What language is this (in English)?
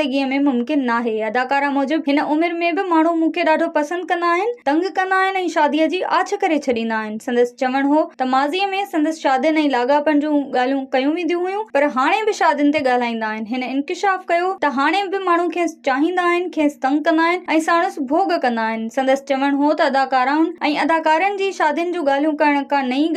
Sindhi